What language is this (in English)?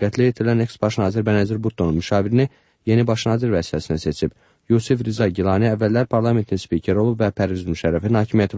Azerbaijani